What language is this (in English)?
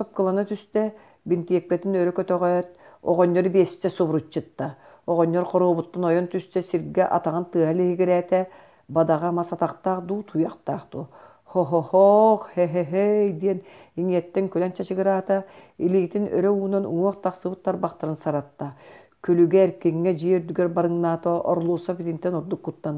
Yakut